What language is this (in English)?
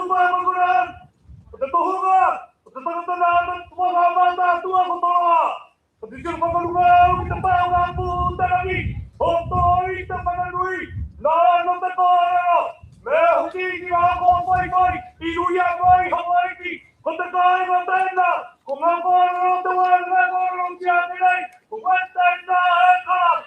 Māori